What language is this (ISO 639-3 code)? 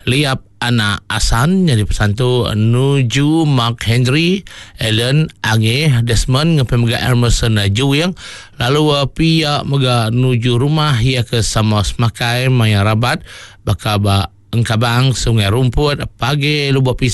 iba